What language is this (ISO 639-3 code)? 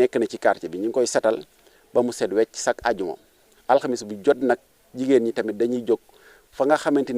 wol